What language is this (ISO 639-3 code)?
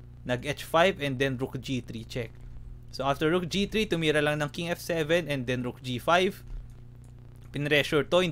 fil